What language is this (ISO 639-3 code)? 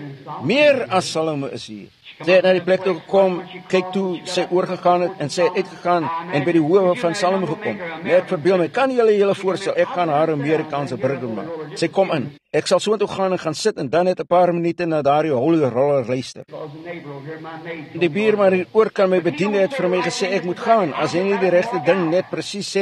afr